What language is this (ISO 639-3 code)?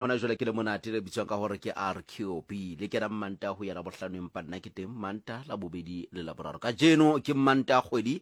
sot